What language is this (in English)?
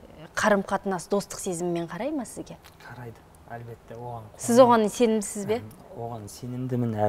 Kazakh